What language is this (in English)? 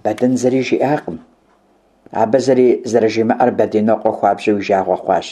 Kabardian